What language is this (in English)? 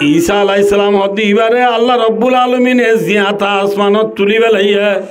Rohingya